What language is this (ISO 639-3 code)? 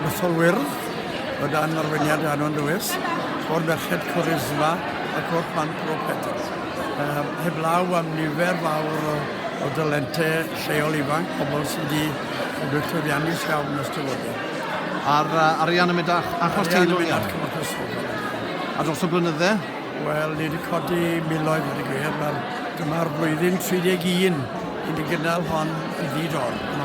cym